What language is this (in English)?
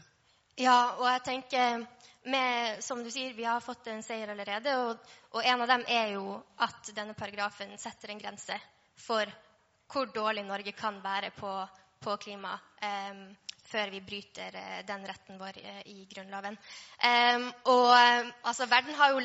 Norwegian